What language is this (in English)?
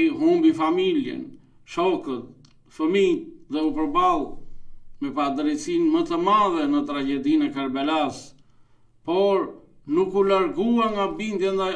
Albanian